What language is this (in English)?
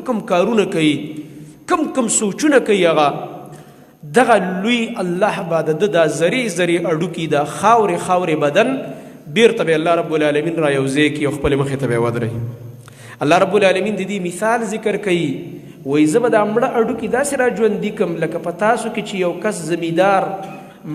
Pashto